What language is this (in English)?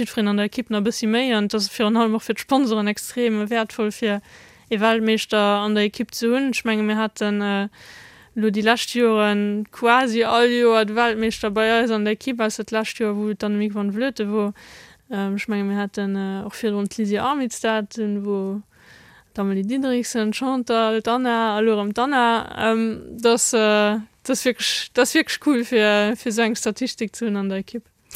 Luxembourgish